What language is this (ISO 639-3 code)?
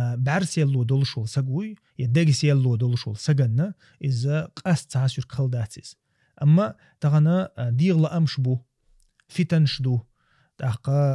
che